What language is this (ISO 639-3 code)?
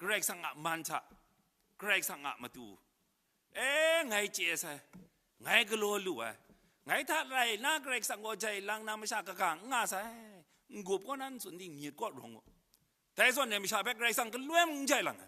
kac